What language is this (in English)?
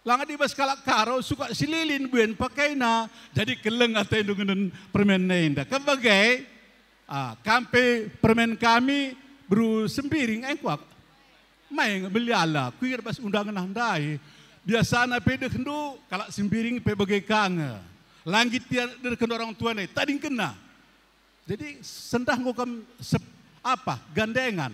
Batak Karo